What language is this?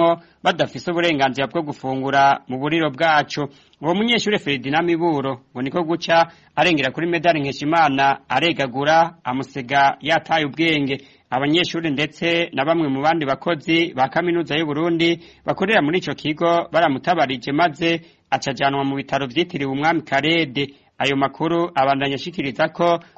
Rundi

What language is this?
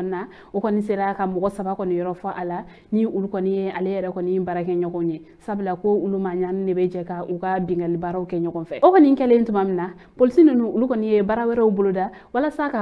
Bambara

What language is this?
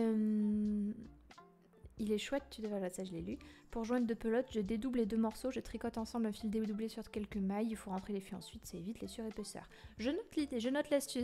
French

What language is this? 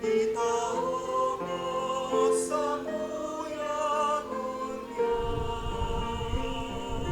Bikol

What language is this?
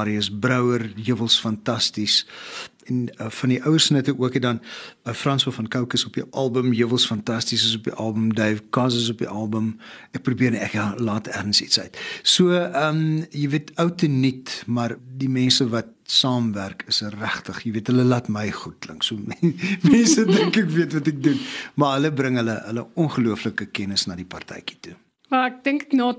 Afrikaans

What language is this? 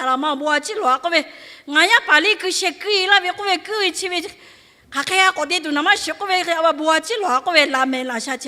Lahu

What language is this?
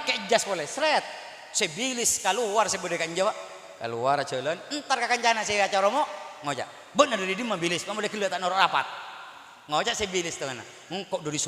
Madurese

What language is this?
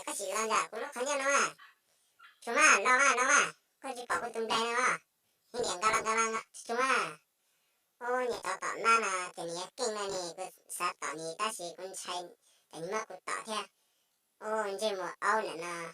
Hmong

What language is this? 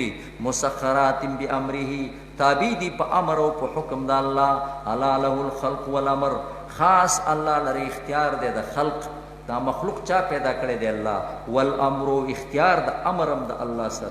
Pashto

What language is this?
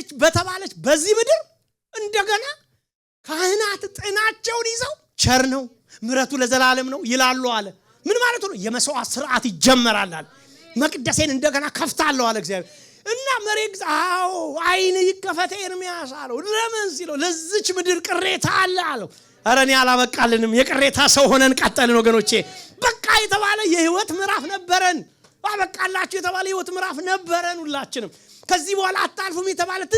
Amharic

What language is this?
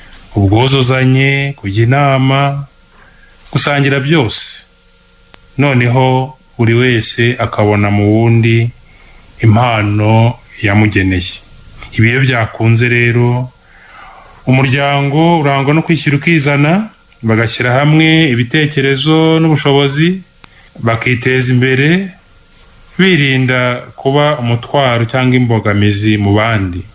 Kinyarwanda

